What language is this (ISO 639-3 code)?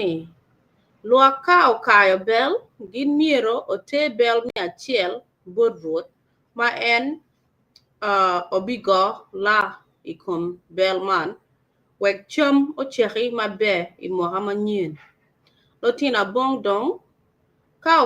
ach